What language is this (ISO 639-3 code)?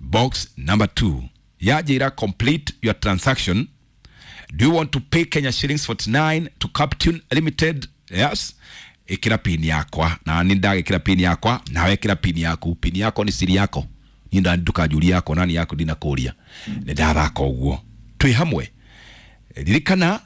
kik